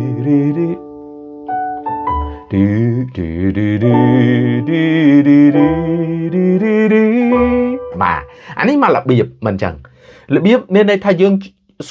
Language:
Khmer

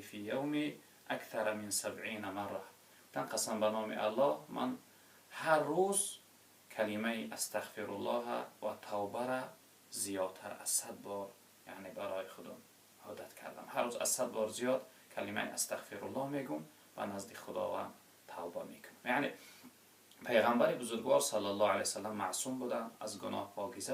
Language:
Tajik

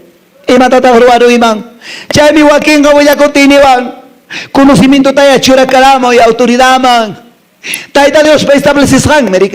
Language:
Quechua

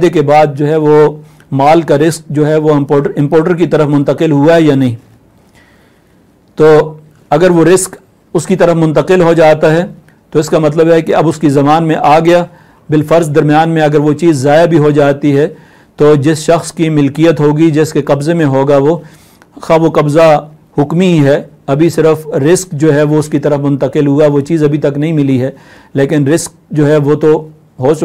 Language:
Urdu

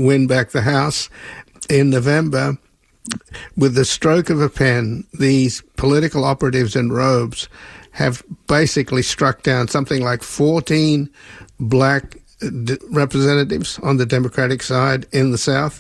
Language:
English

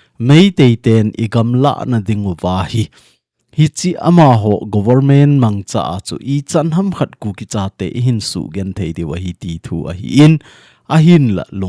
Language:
Thado Chin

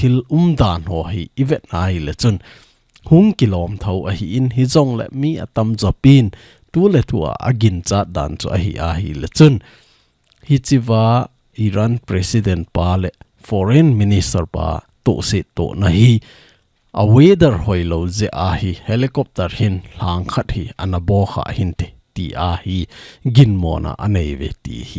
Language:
Thado Chin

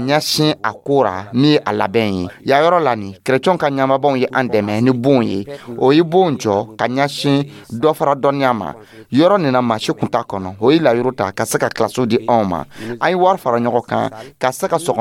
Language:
Dyula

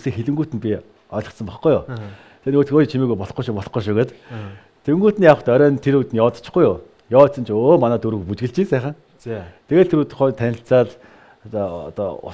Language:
Mongolian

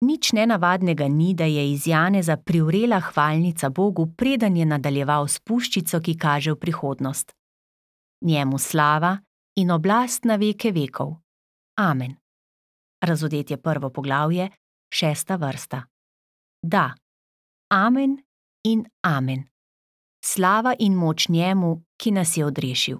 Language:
Slovenian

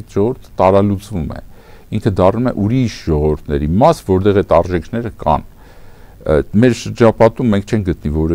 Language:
Armenian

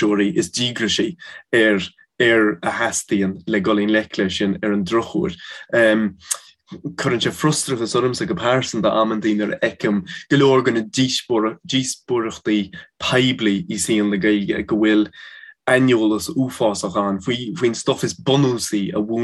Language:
Irish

